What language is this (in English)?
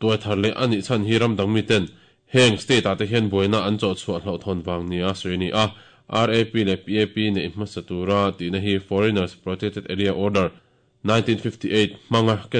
Mizo